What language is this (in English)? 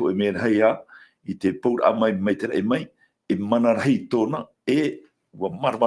Tahitian